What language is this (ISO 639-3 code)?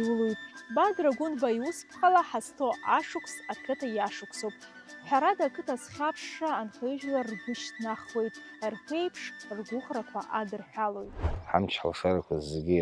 abk